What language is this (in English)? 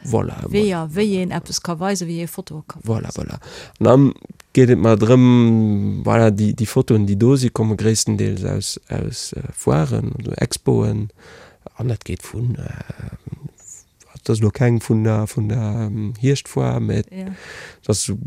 Luxembourgish